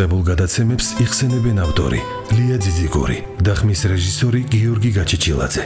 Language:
Georgian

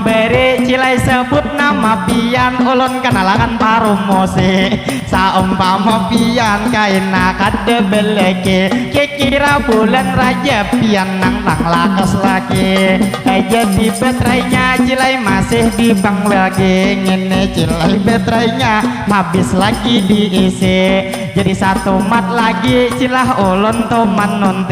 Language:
Banjar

